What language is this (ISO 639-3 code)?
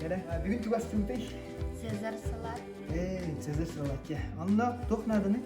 sah